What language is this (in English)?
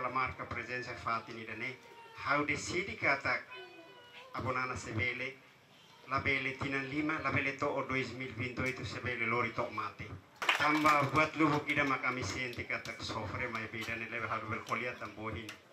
Tetum